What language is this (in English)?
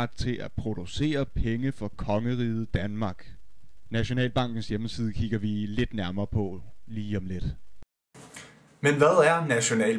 Danish